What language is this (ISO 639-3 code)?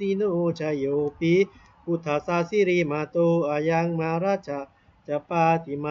pli